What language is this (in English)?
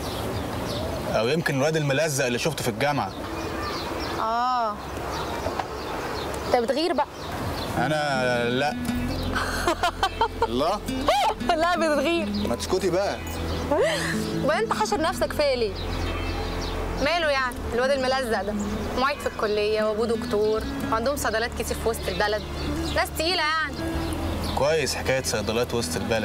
Egyptian Arabic